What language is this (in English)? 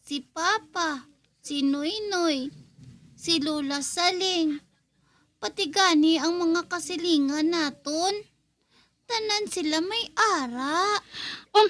Hiligaynon